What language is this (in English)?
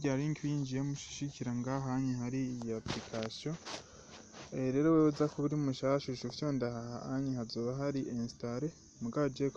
Rundi